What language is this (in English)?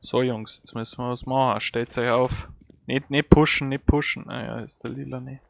Bavarian